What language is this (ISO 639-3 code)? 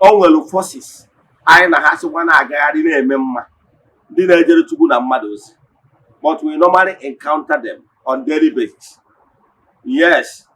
ibo